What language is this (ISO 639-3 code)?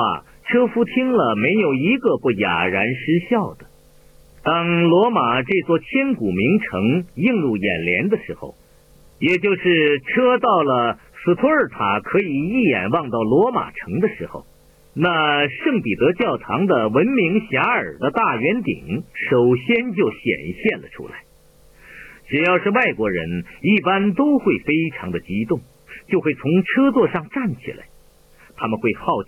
zho